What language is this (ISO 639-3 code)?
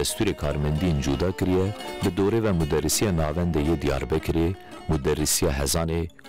kur